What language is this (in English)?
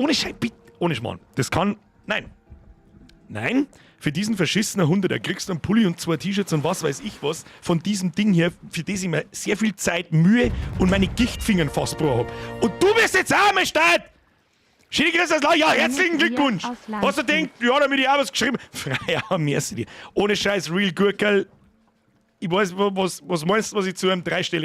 Bavarian